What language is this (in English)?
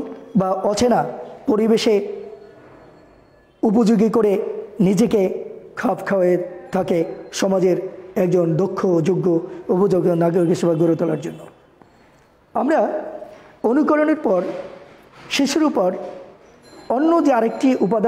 Bangla